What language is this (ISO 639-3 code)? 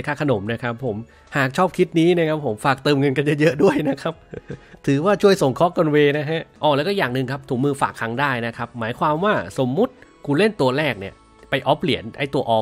tha